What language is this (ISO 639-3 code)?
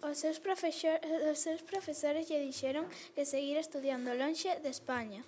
glg